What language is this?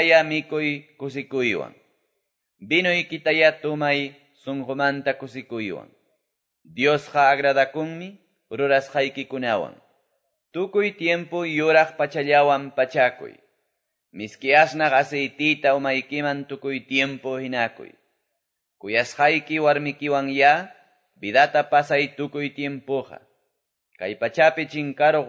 Quechua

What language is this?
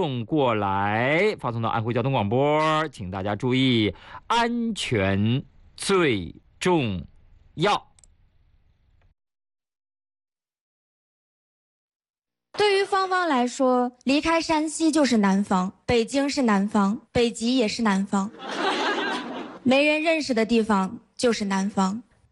Chinese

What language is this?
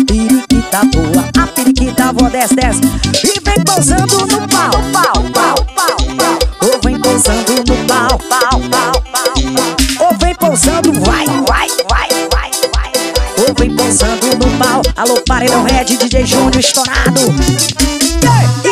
Portuguese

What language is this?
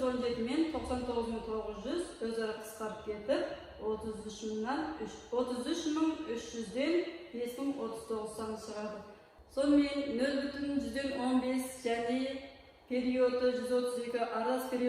Kazakh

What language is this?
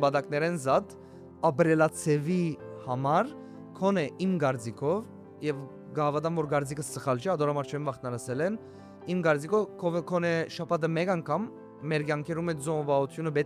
Western Armenian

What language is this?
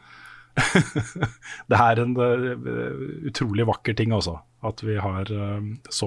Norwegian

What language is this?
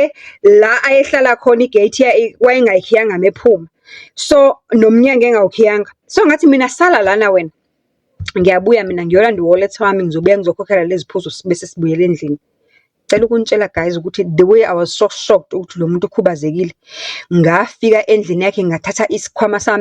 Zulu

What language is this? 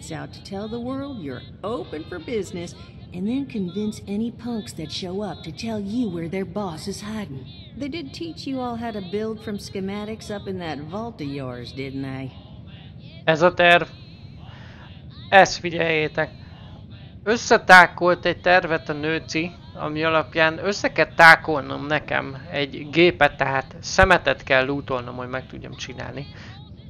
Hungarian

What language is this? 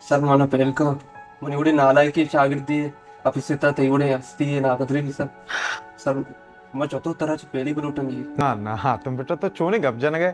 Baluchi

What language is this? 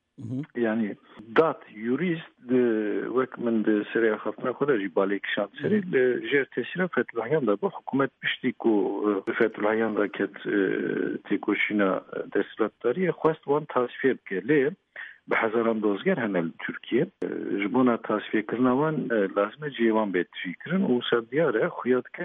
Kurdish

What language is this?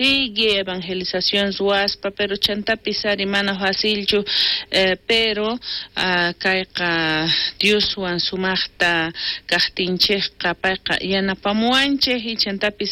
South Bolivian Quechua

